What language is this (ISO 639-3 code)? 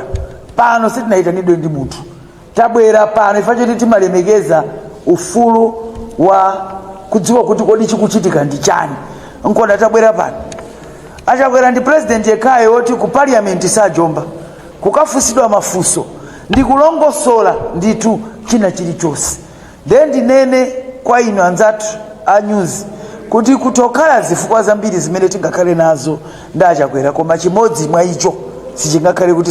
nya